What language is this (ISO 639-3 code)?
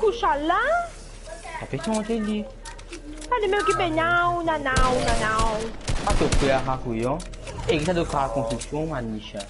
mfe